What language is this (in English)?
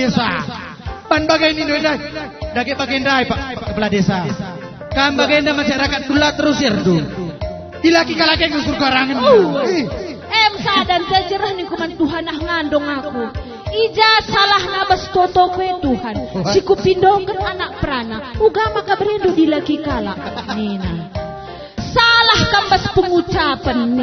Batak Karo